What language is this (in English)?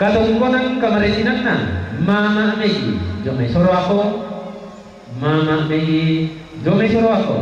Toraja-Sa'dan